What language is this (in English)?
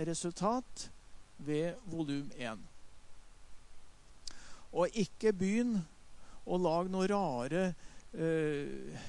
Norwegian